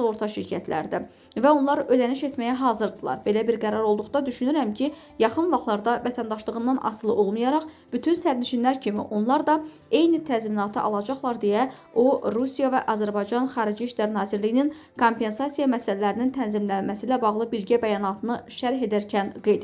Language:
Azerbaijani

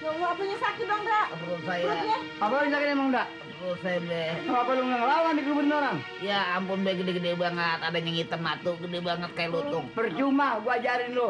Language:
Betawi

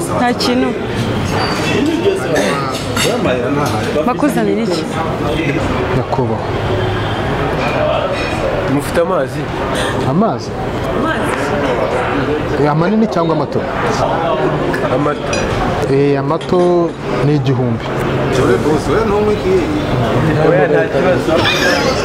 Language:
Kinyarwanda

